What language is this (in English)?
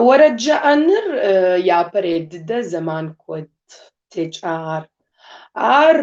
Kabardian